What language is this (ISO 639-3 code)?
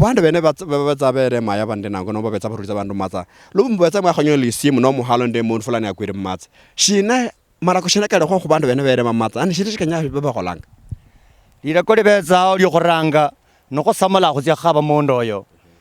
luy